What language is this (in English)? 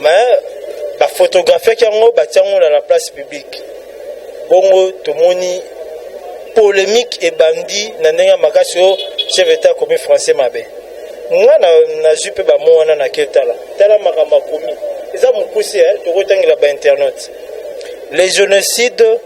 Lingala